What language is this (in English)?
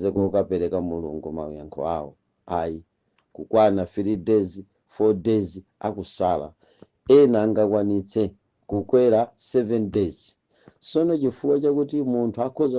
Nyanja